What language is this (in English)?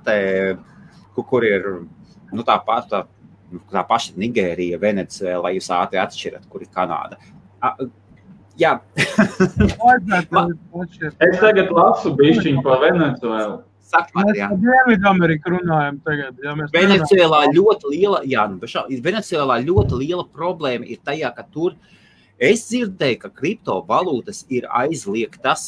Latvian